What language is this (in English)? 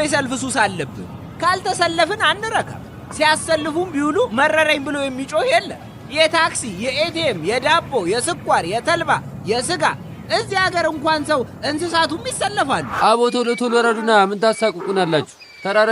Amharic